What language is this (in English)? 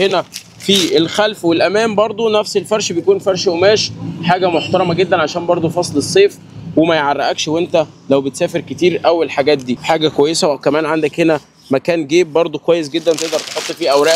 Egyptian Arabic